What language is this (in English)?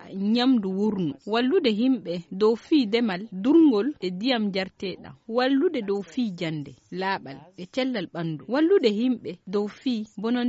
Fula